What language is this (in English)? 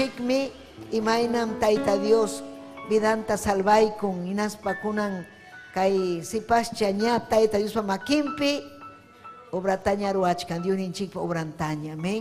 Ayacucho Quechua